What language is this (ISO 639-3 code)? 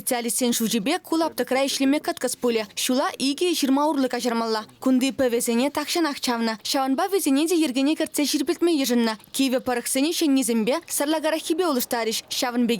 chv